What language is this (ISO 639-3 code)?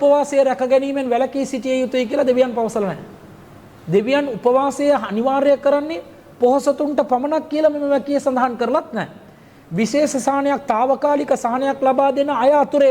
sin